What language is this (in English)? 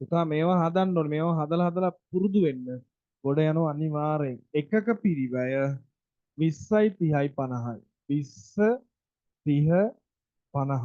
Sinhala